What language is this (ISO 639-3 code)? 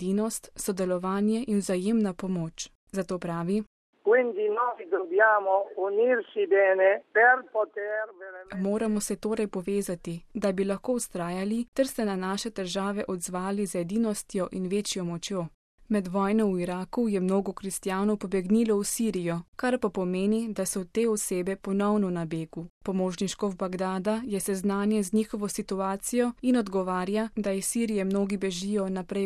slv